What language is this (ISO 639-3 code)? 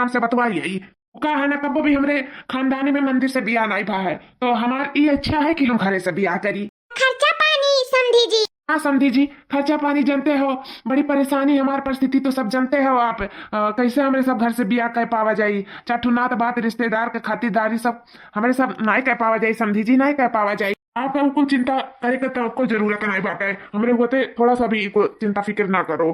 awa